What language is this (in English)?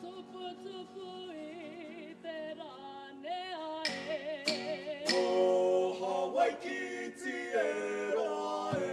Māori